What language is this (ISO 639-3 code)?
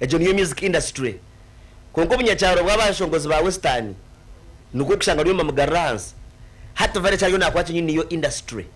nyn